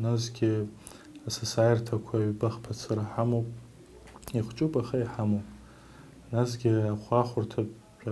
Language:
Abkhazian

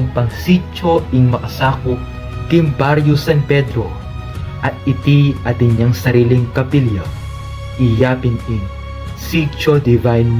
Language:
Pampanga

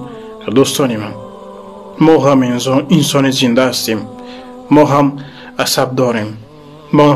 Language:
Tajik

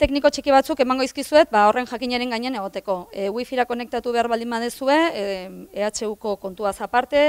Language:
Basque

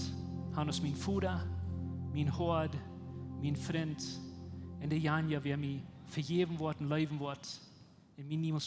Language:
Plautdietsch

